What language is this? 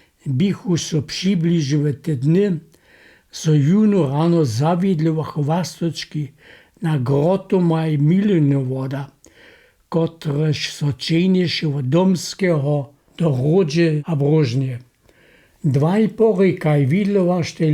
Upper Sorbian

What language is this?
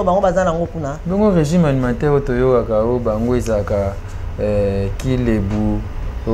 Lingala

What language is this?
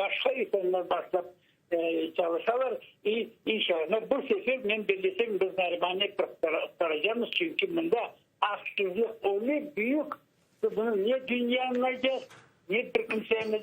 Crimean Tatar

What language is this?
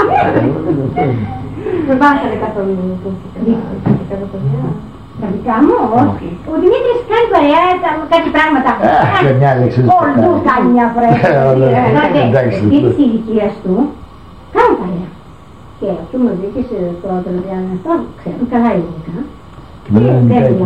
Greek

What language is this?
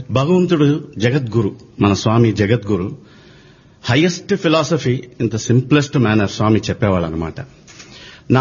Telugu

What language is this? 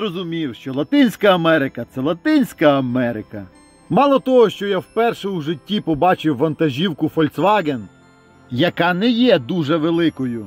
Ukrainian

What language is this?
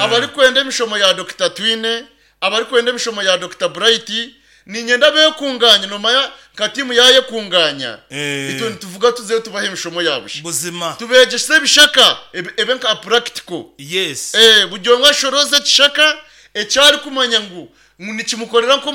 Nyankole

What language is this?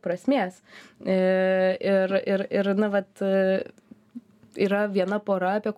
Lithuanian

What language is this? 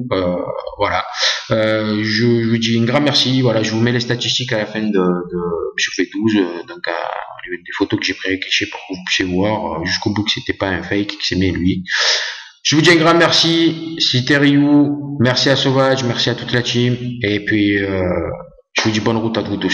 French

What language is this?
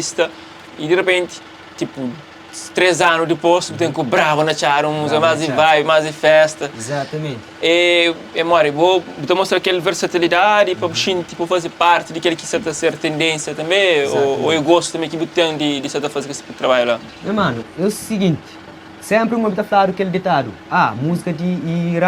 Kabuverdianu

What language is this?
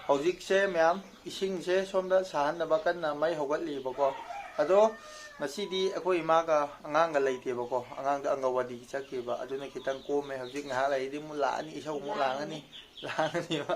Manipuri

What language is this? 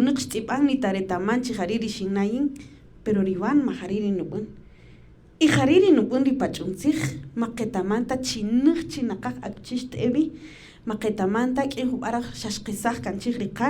Kaqchikel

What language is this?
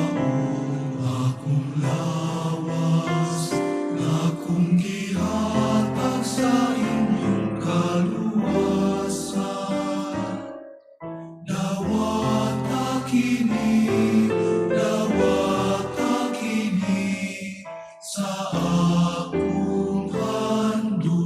Cebuano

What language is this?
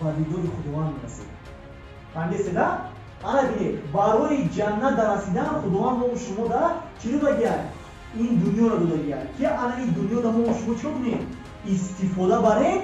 Tajik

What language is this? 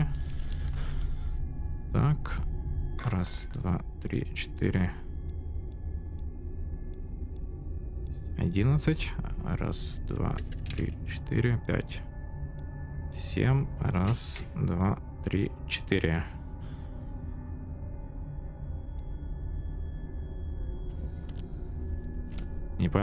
Russian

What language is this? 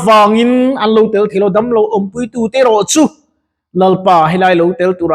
Mizo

